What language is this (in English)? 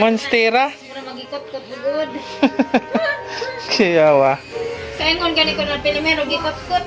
Cebuano